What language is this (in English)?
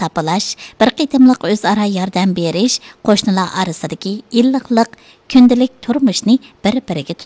Uyghur